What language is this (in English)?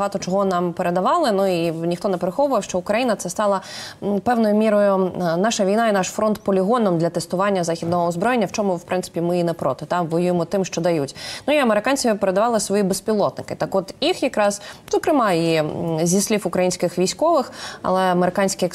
Ukrainian